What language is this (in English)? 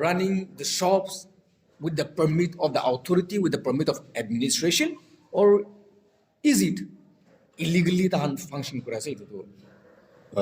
Naga Pidgin